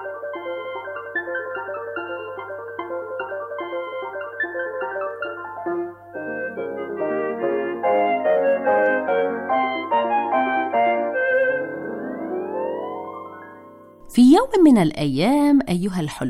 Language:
Arabic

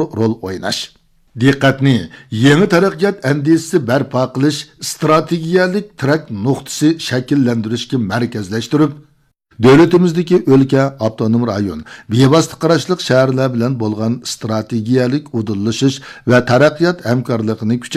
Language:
Uyghur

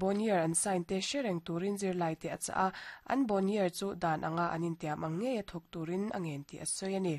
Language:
Mizo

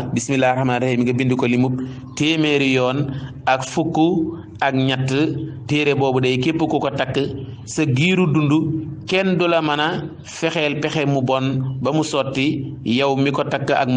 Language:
Wolof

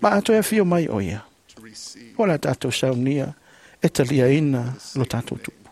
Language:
Samoan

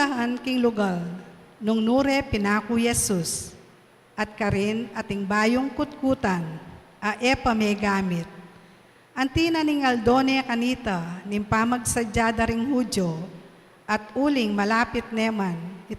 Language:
Pampanga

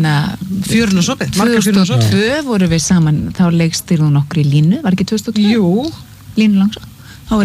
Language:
Icelandic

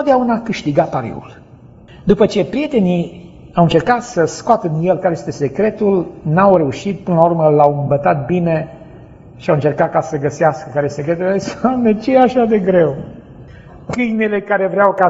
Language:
Romanian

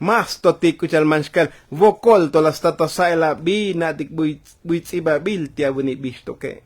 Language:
Tzotzil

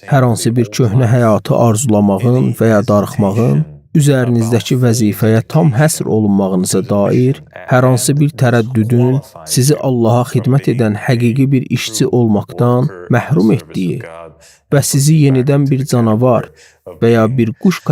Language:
Azerbaijani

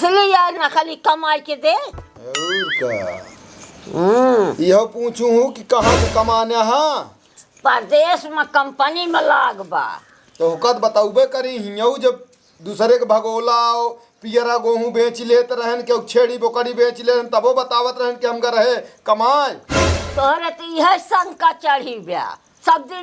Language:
Awadhi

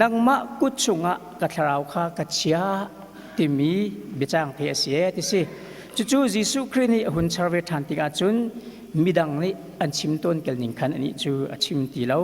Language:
Hakha Chin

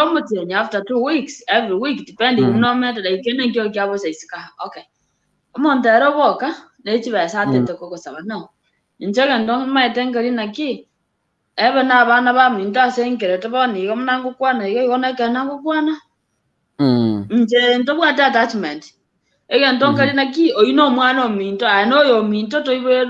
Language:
Gusii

